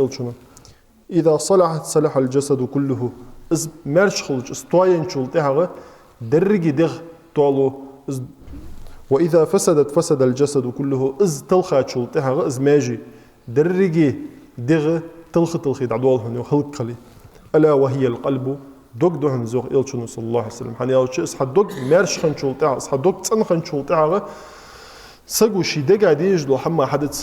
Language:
Ingush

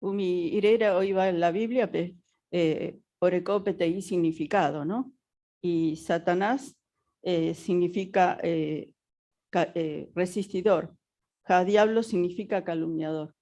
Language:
Guarani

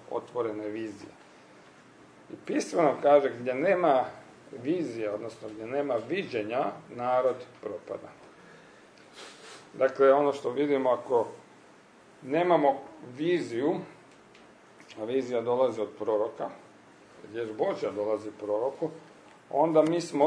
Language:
Croatian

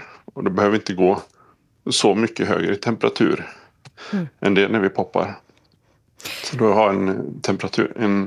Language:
Swedish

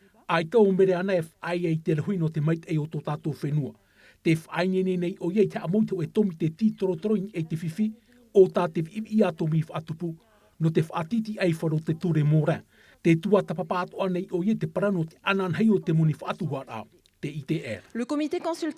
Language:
Tahitian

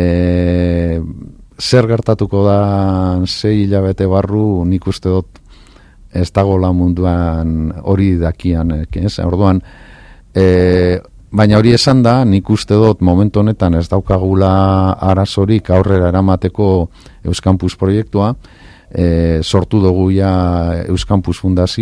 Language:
Basque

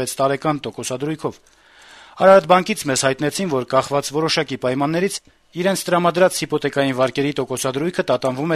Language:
Armenian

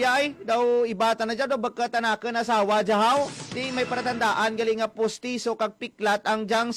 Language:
Hiligaynon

